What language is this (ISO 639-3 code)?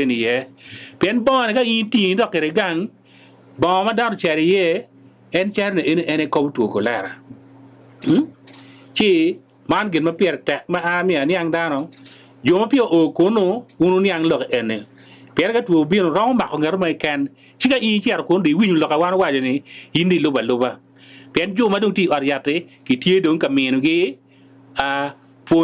ach